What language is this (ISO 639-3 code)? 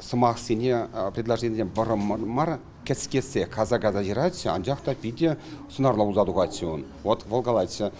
chv